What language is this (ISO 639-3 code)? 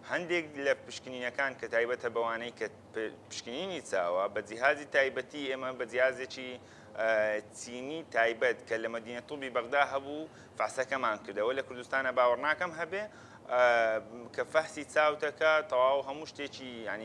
ckb